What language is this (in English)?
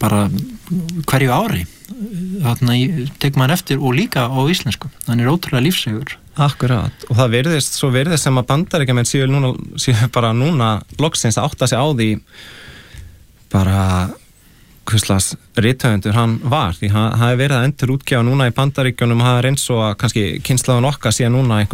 Icelandic